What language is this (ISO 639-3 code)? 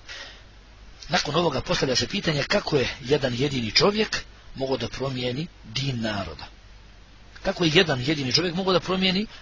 bos